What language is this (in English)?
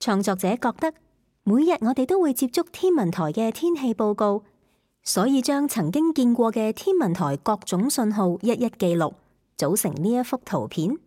Cantonese